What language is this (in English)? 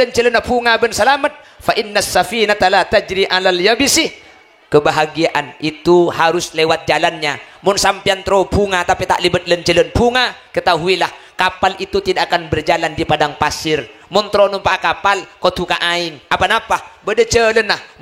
Madurese